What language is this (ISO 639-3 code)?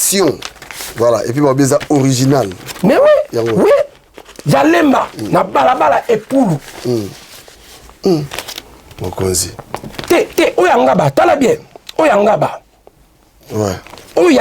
lin